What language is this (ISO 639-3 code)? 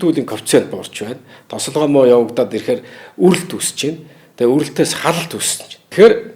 mon